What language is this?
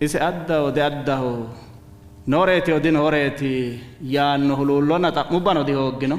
Sidamo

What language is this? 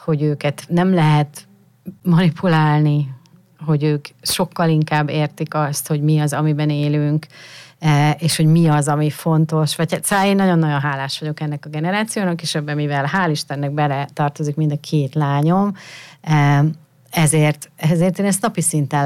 Hungarian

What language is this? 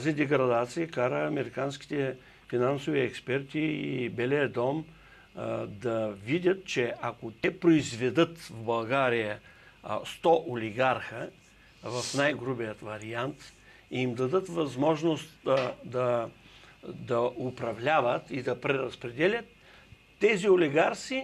Bulgarian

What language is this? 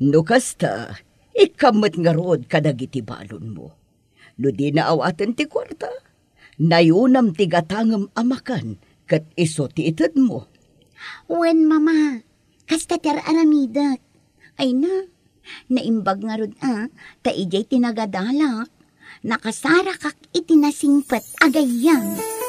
Iloko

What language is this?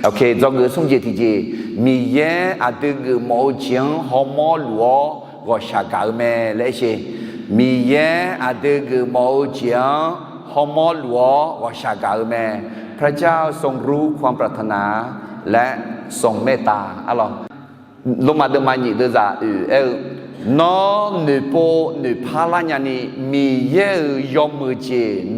Akha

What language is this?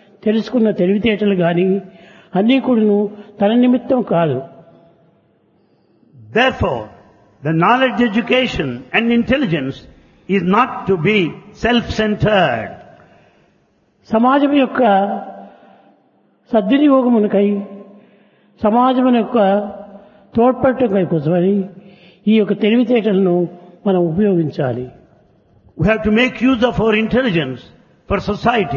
Telugu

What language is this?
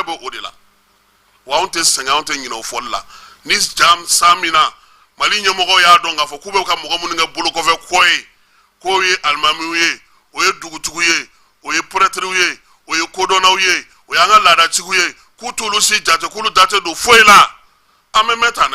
Bambara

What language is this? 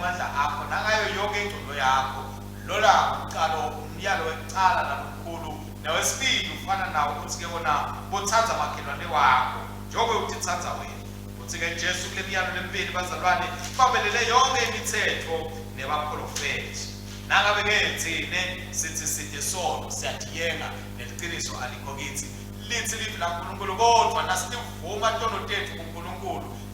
Swati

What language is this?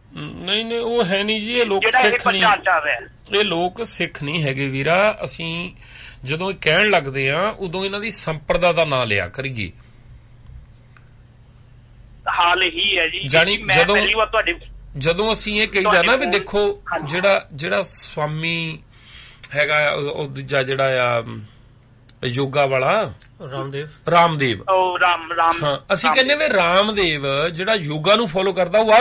Punjabi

